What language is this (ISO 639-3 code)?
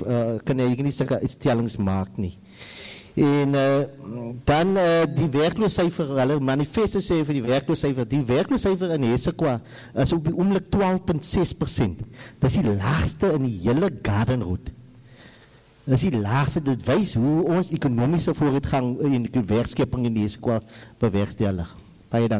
afr